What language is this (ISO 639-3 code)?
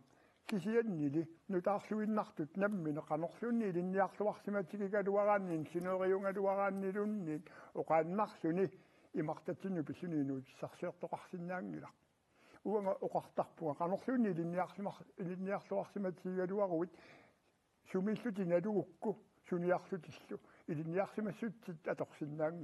kal